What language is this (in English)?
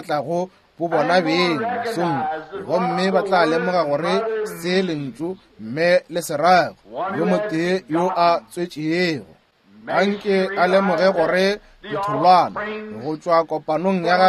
Northern Sotho